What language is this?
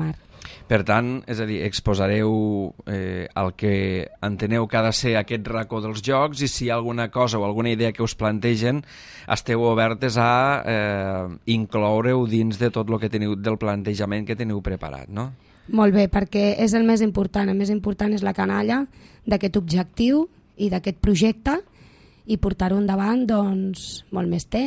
Catalan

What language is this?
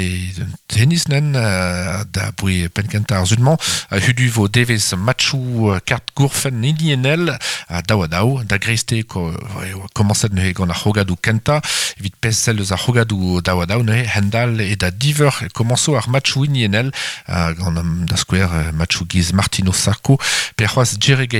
Breton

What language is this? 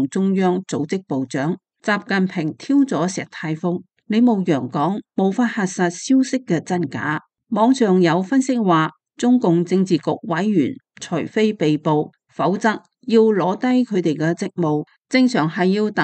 Cantonese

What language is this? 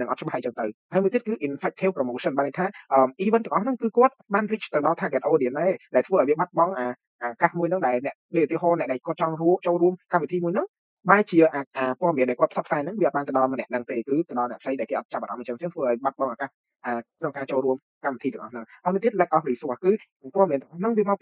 Khmer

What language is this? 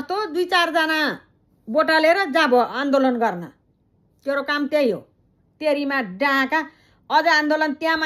Nepali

